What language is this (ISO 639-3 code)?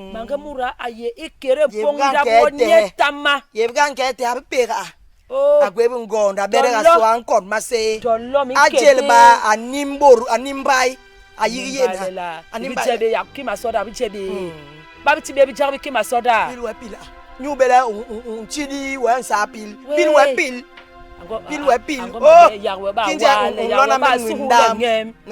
bas